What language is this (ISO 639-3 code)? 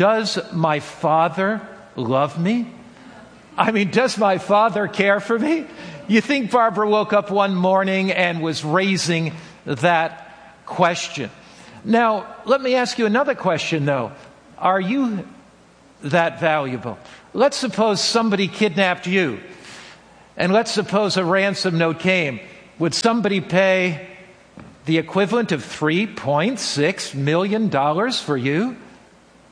eng